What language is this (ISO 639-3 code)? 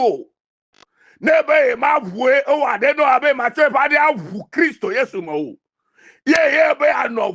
ewe